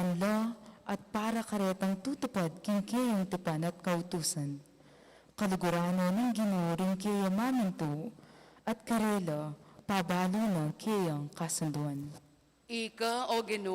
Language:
Pampanga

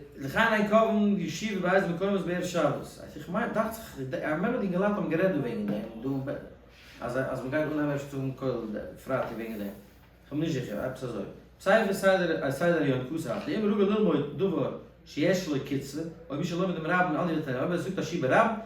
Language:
Yiddish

